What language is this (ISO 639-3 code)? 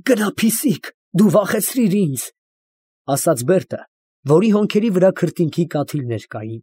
hye